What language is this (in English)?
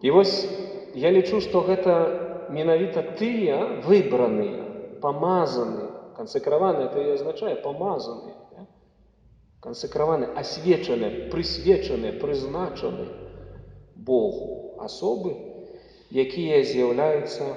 Belarusian